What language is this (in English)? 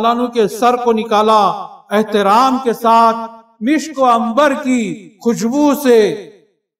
Urdu